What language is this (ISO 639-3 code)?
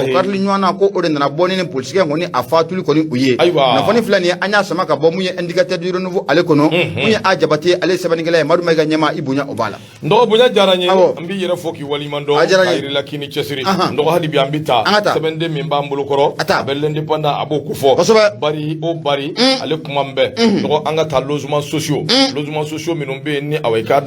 bam